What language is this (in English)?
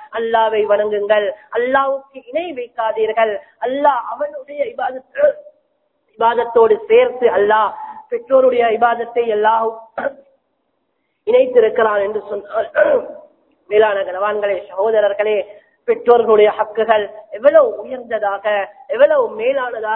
Tamil